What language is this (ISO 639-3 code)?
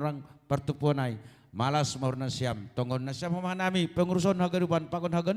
bts